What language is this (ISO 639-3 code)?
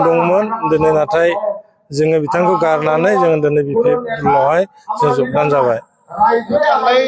brx